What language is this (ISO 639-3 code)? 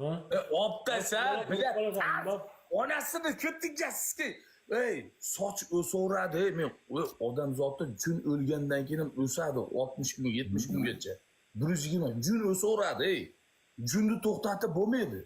uzb